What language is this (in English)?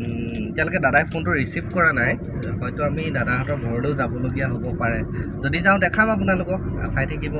Assamese